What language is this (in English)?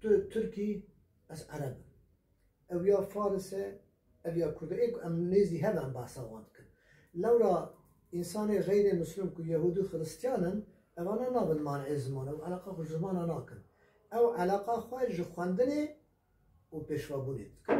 Kurdish